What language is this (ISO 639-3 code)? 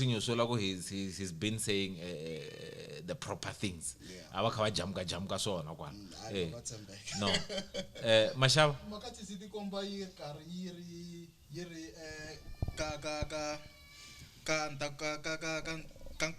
tso